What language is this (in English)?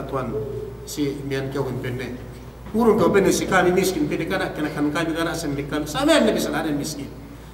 Yakan